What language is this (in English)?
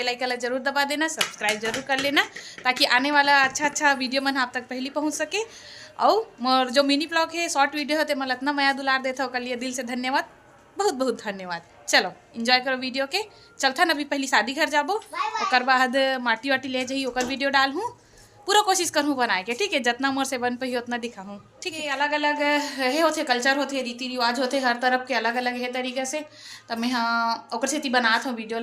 Chhattisgarhi